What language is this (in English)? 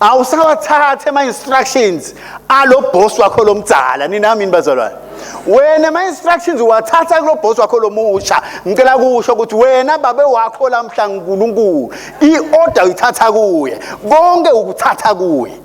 Swati